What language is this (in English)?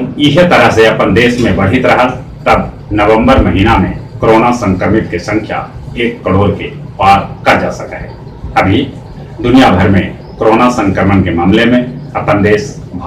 Magahi